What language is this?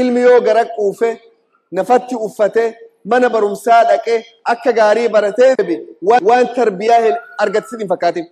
Oromo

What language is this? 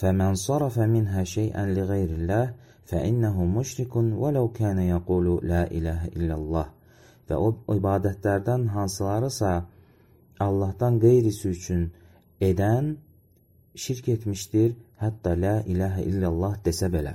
Azerbaijani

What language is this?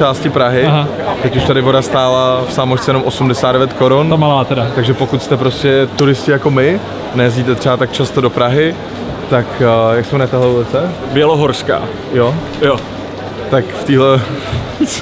Czech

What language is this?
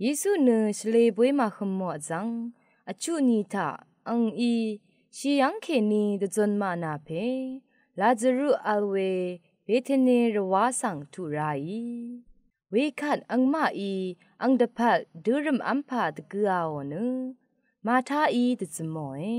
Rawang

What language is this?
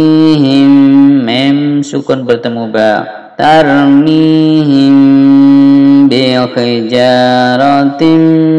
Indonesian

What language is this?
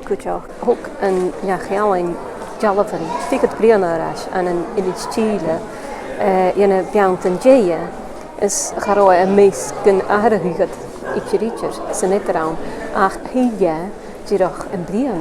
Scottish Gaelic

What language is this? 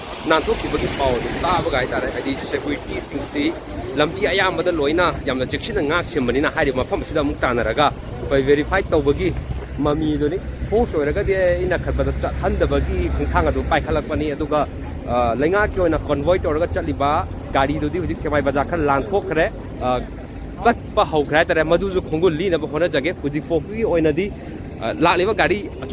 Manipuri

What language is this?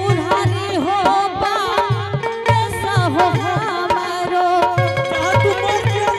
Angika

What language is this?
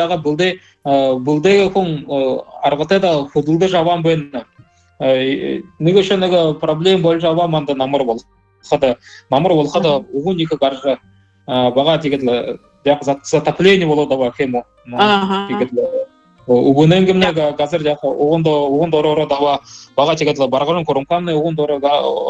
Buriat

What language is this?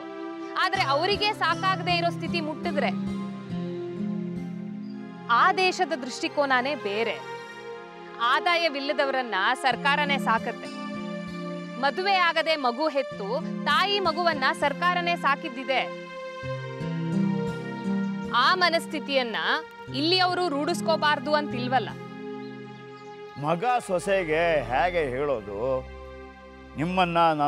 Kannada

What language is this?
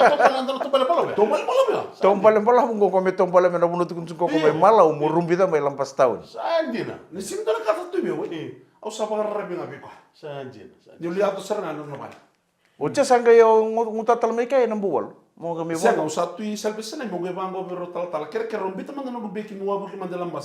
Fijian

